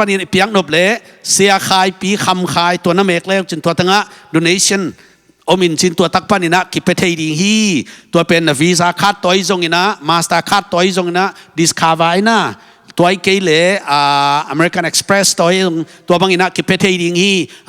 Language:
Tedim Chin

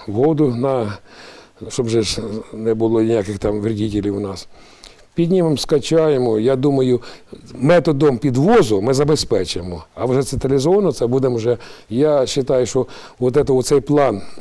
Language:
Ukrainian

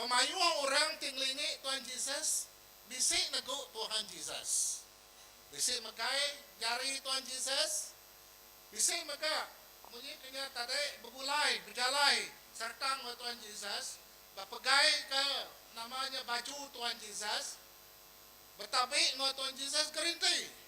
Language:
Iban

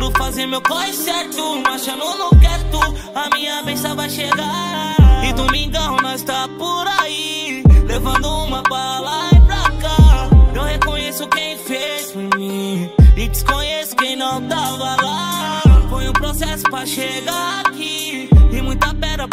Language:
Portuguese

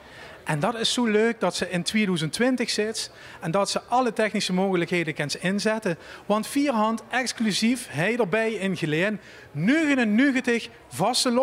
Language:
Limburgish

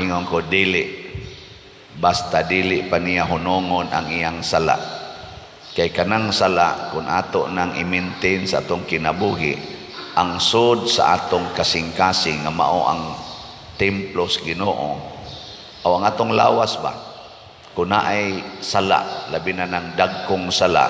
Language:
Cebuano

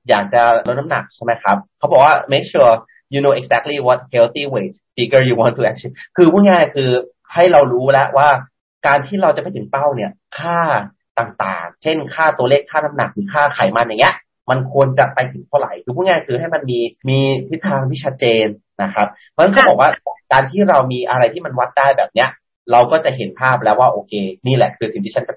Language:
Thai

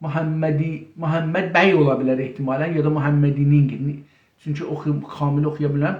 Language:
South Azerbaijani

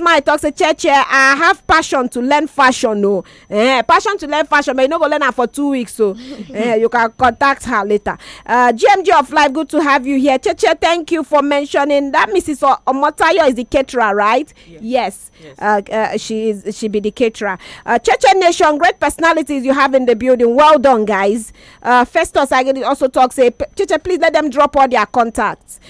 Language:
Nigerian Pidgin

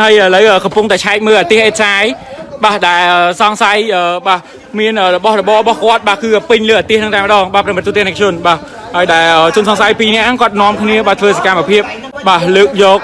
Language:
Khmer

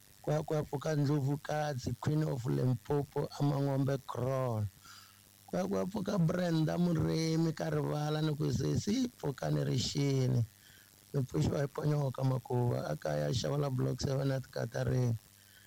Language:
Tsonga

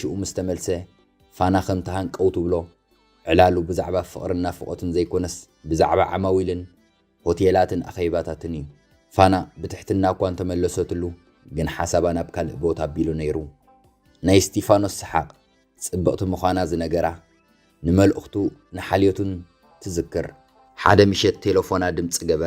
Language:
Tigrinya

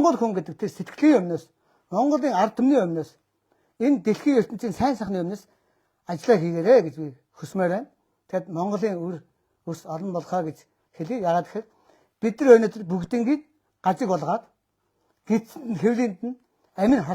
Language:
Mongolian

